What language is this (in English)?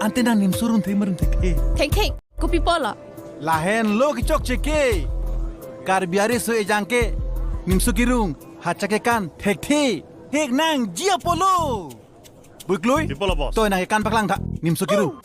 Karbi